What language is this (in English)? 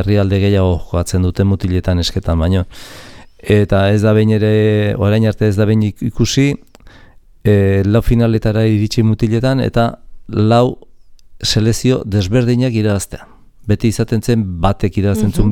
Basque